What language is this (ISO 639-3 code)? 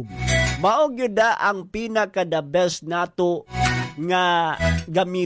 ceb